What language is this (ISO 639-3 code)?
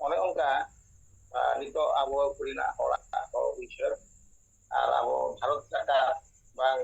sat